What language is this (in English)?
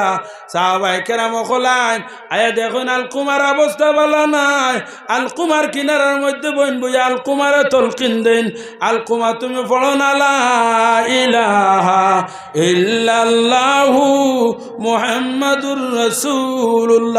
Sylheti